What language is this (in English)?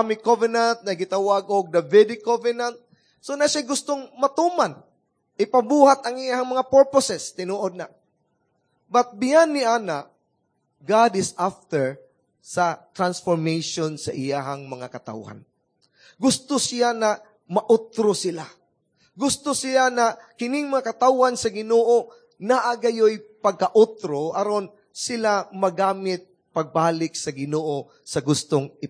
Cebuano